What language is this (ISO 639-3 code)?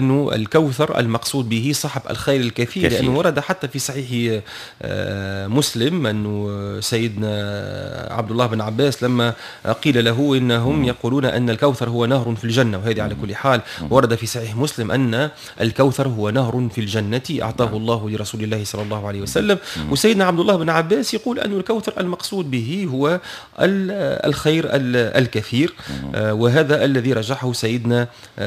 aeb